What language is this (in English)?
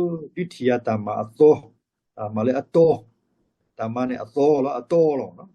S'gaw Karen